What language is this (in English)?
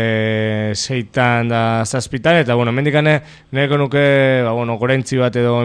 Basque